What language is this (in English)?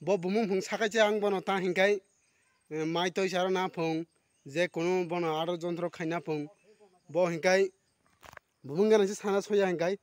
Kok Borok